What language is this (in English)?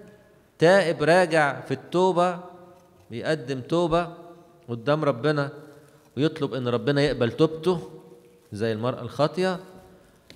Egyptian Arabic